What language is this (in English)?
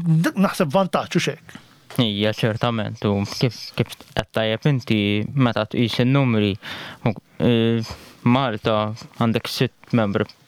Maltese